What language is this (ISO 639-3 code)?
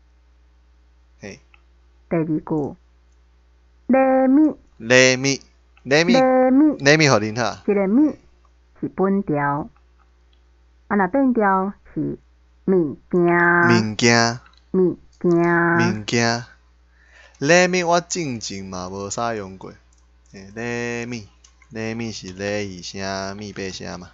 nan